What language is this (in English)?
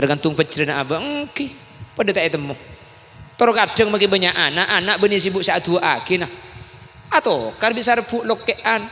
Madurese